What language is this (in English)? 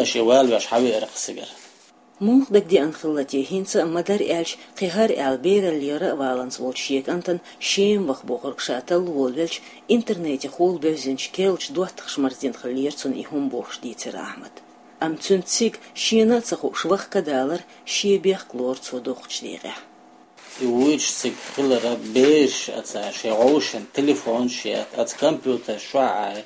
Chechen